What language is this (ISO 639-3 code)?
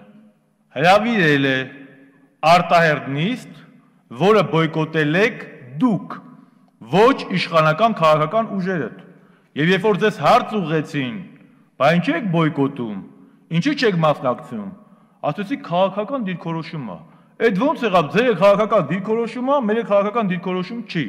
hye